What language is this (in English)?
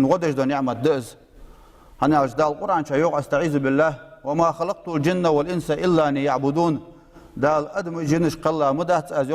Ingush